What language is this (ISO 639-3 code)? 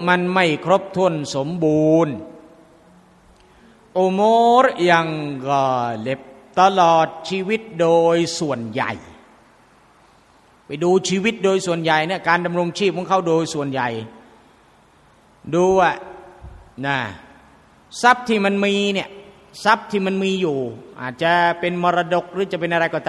tha